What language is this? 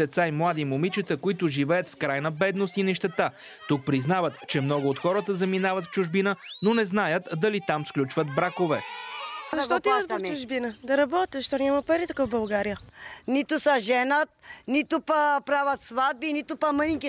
Bulgarian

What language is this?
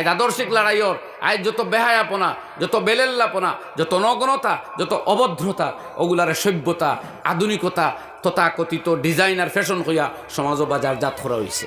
Sylheti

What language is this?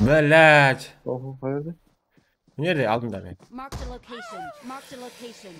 Kara-Kalpak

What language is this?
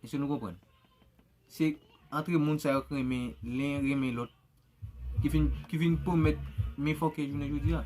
Haitian Creole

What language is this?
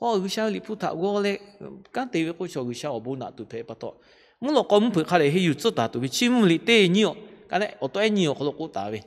Lahu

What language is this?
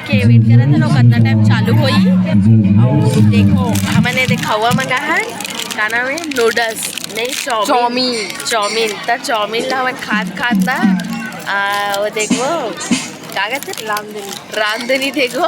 Chhattisgarhi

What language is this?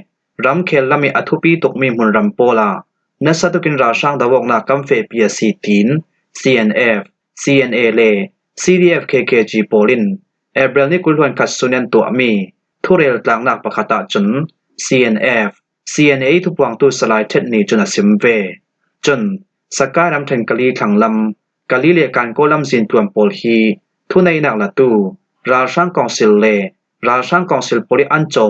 Falam Chin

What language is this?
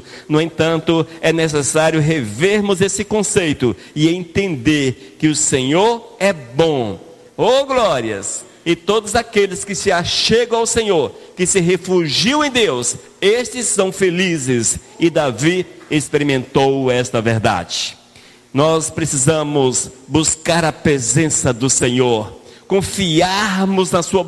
Portuguese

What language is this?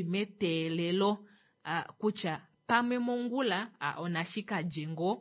Kuanyama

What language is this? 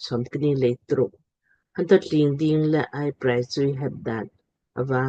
Lamkang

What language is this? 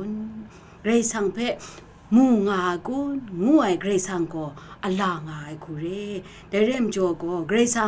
Kachin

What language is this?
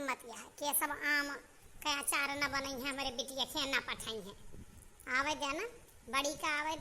Awadhi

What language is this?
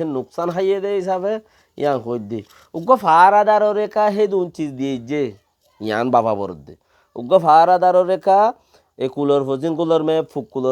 Rohingya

